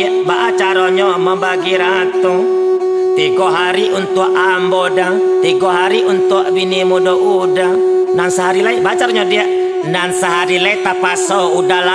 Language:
Minangkabau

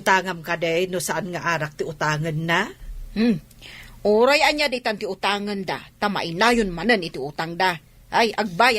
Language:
Iloko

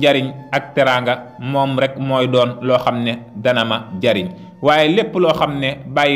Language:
Wolof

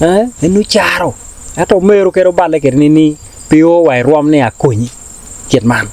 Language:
Acoli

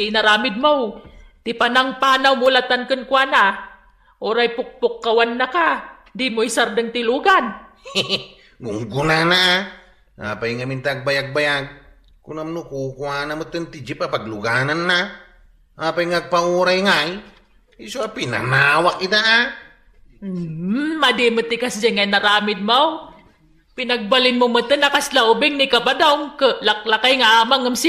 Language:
Iloko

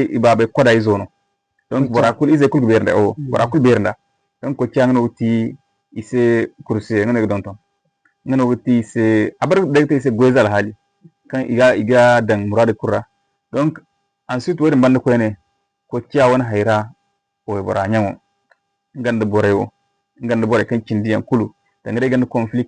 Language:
Zarma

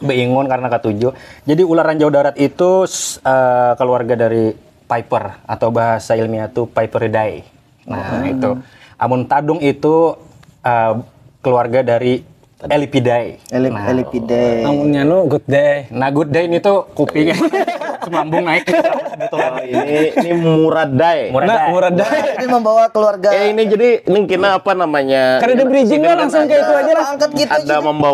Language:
Banjar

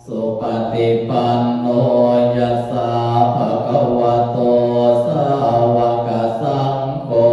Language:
Pali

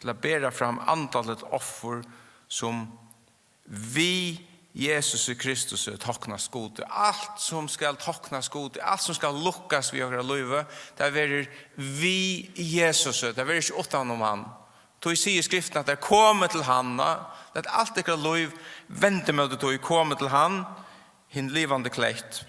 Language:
Faroese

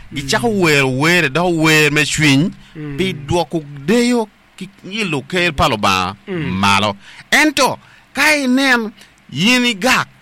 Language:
Acoli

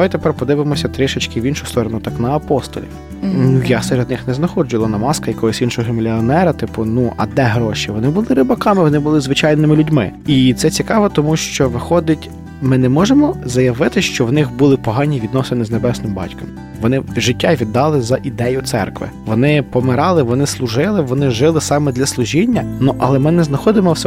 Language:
Ukrainian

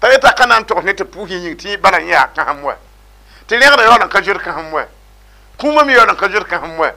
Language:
Mossi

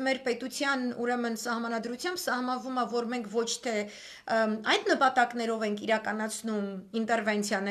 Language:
Armenian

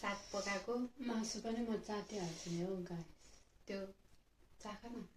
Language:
Nepali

